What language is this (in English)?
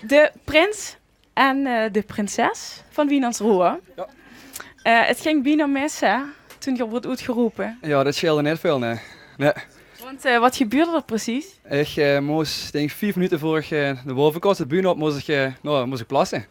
Limburgish